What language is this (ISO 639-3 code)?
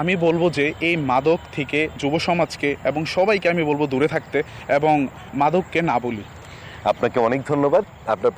ben